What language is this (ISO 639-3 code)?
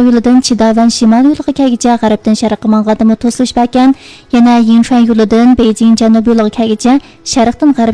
uig